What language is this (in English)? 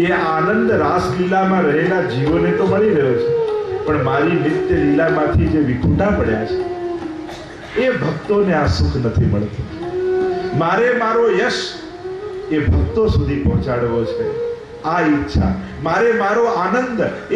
Gujarati